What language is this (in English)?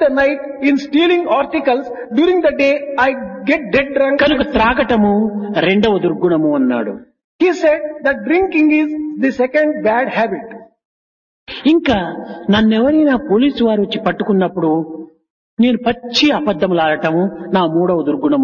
Telugu